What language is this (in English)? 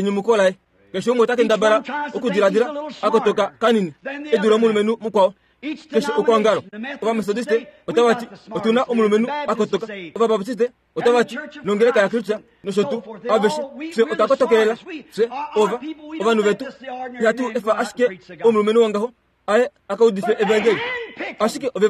Kuanyama